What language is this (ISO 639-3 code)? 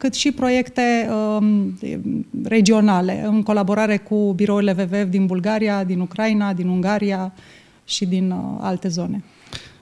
ron